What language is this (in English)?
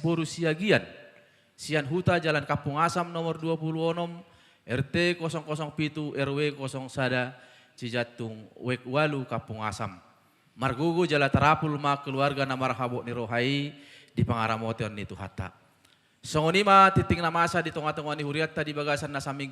Batak Toba